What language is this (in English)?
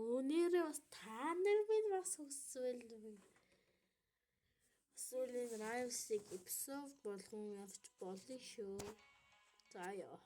Mongolian